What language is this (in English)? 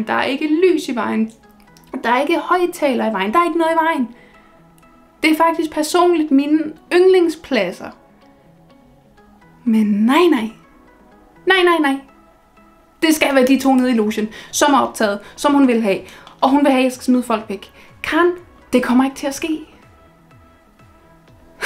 Danish